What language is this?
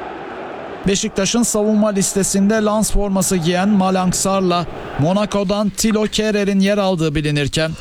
Turkish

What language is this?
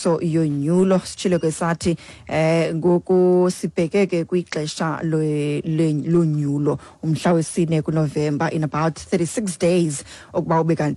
Xhosa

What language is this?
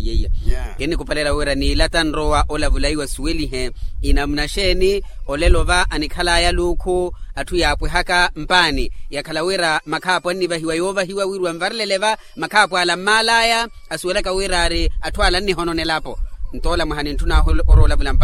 Makhuwa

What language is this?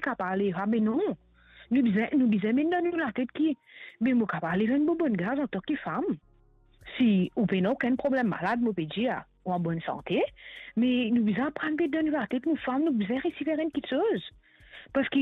Morisyen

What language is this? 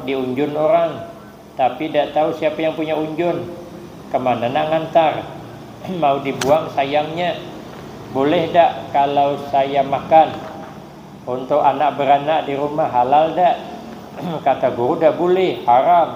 Banjar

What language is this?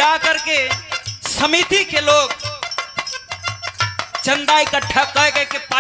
Bhojpuri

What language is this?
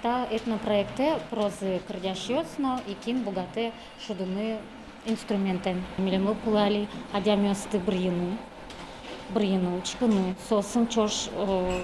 Udmurt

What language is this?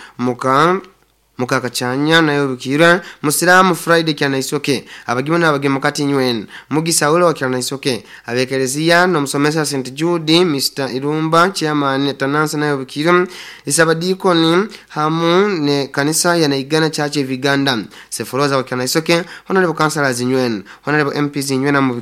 Nyoro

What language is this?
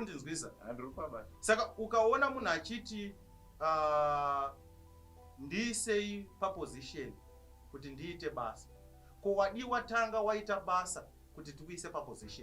Shona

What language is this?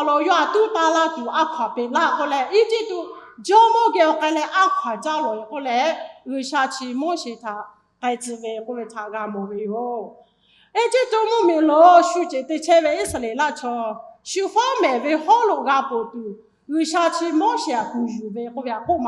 Lahu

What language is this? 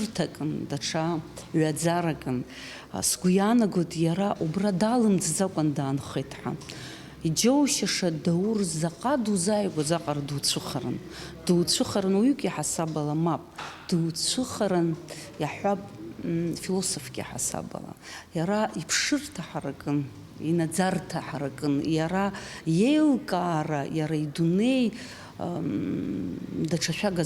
Abkhazian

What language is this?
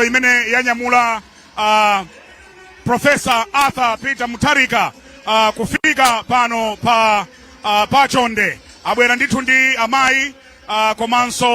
Nyanja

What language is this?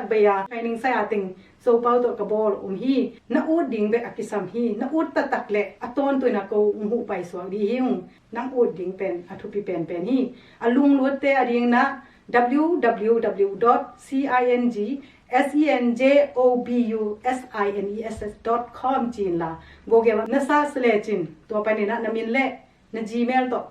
Tedim Chin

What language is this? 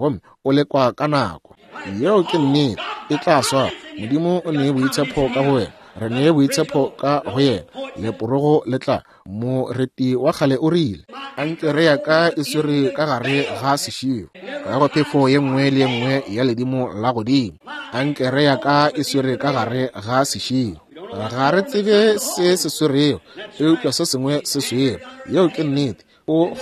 Northern Sotho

